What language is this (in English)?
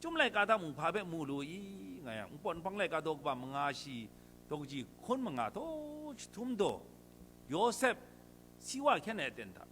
Kachin